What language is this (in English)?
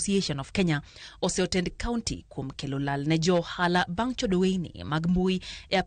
Luo (Kenya and Tanzania)